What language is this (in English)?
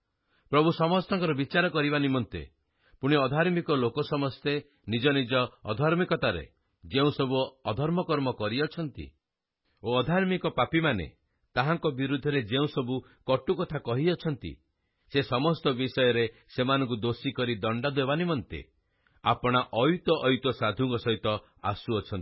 Odia